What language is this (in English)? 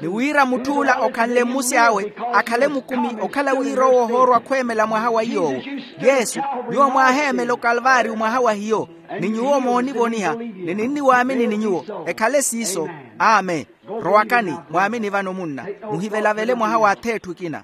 Makhuwa